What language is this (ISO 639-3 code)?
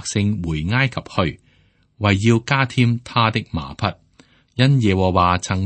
yue